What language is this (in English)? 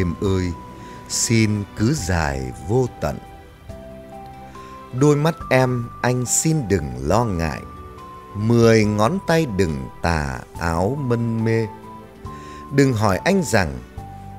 Vietnamese